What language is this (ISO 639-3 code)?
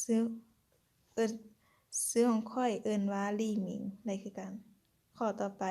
lao